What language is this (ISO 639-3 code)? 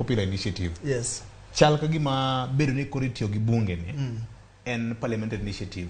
luo